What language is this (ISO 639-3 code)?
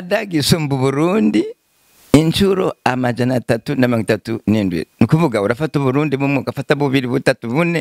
run